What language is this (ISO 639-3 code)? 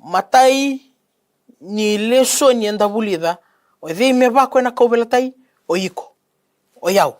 fij